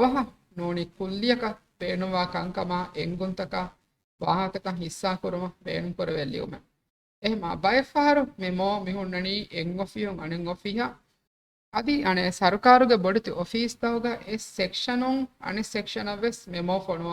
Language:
Divehi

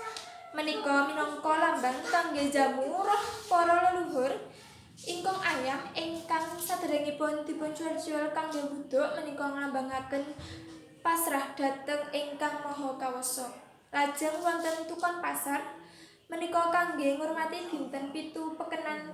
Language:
Javanese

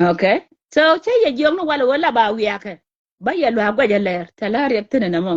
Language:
Nuer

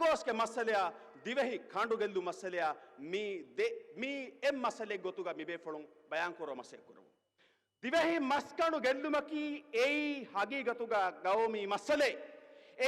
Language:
Divehi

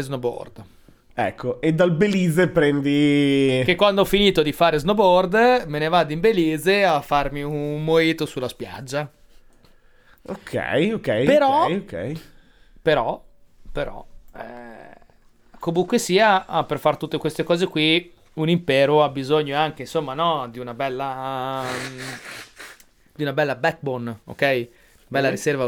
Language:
Italian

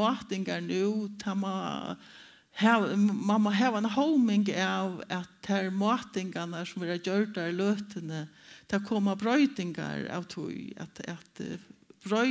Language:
Faroese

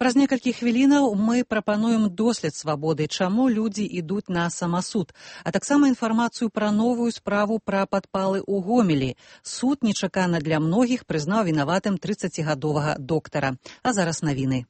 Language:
Belarusian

